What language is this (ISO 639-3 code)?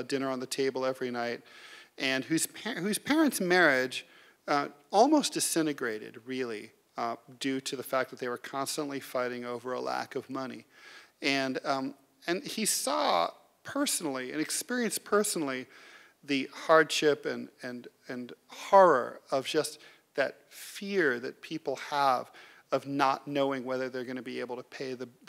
eng